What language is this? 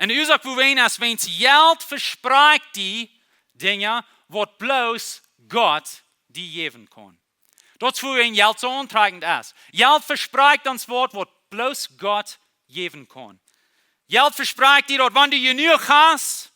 Plautdietsch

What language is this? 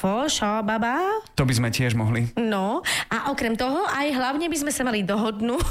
Slovak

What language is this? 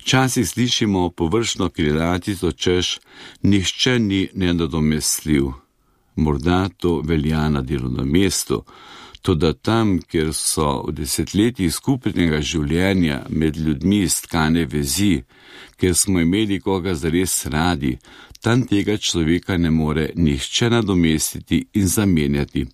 Slovenian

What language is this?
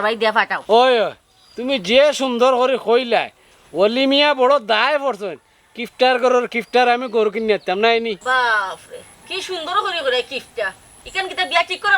Sylheti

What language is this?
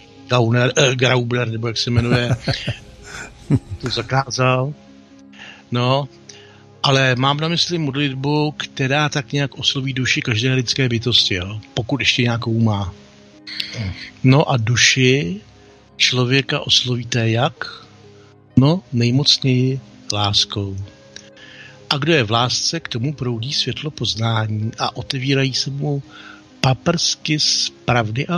Czech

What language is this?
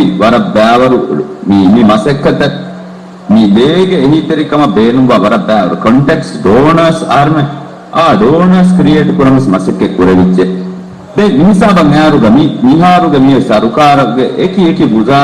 Divehi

